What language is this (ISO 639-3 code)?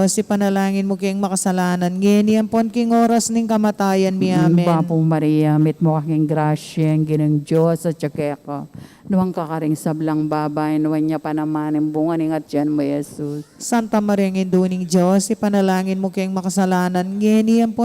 pam